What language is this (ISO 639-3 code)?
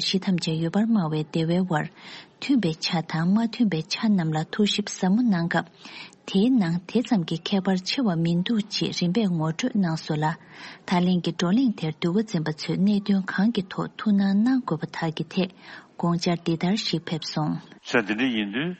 bod